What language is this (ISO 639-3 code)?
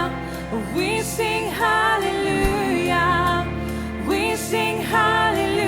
mfe